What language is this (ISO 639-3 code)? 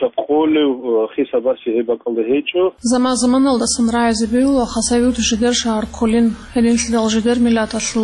ava